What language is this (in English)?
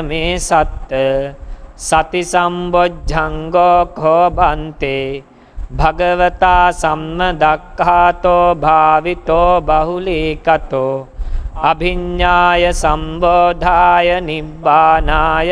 Pali